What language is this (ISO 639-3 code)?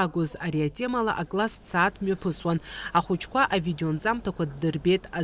abk